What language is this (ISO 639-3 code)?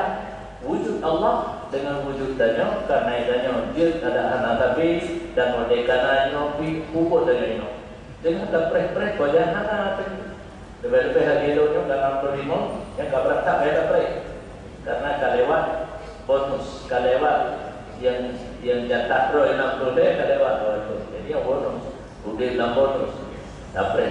ace